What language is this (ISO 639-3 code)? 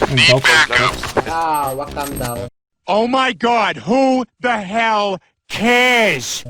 gsw